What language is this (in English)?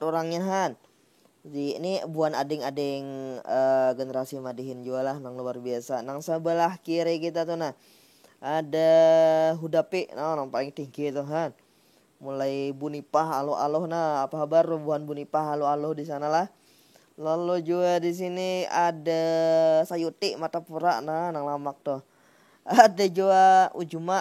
Banjar